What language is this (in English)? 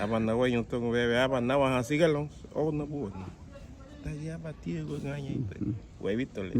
Garifuna